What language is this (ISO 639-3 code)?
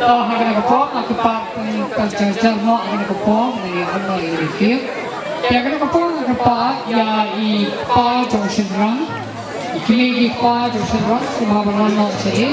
kha